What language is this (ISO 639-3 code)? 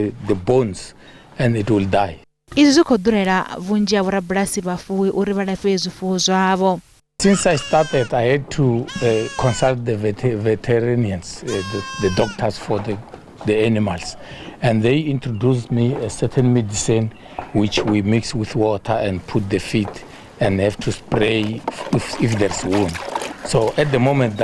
ven